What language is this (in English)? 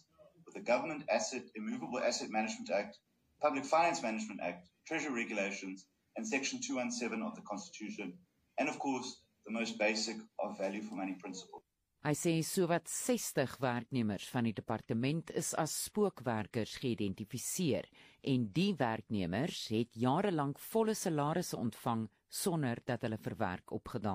Afrikaans